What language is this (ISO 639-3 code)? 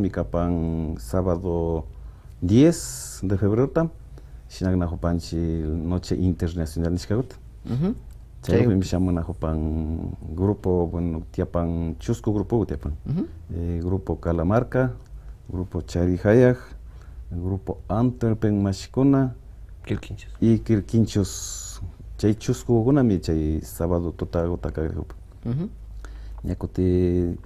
qvi